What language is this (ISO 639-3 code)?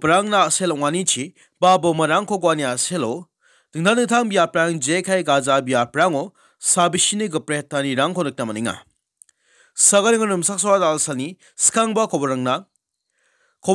grt